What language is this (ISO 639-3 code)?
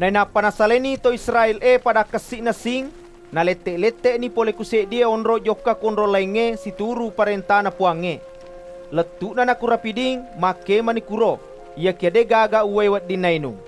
bug